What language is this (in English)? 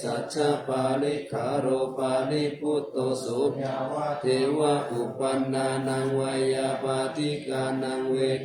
Pali